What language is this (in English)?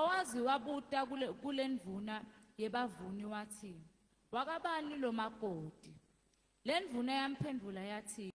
Zulu